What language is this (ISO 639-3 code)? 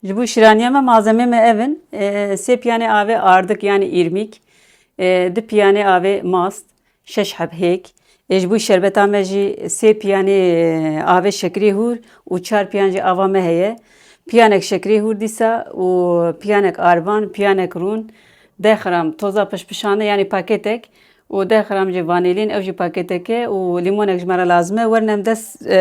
kur